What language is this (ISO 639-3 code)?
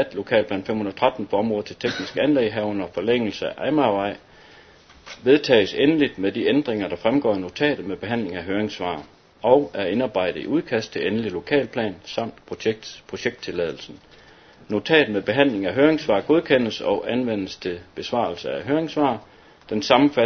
dan